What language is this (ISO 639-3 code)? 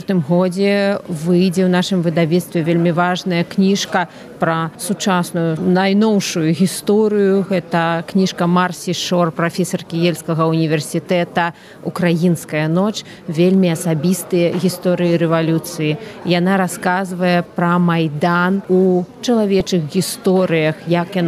bel